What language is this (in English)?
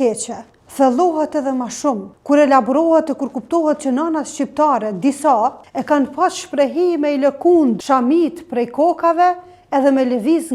Albanian